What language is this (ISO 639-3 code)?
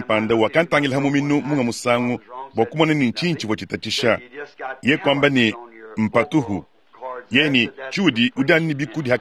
lua